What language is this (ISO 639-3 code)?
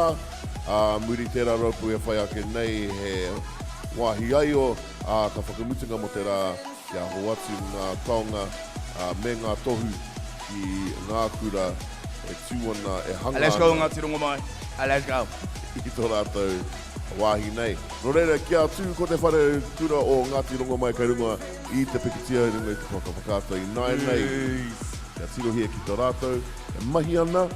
mri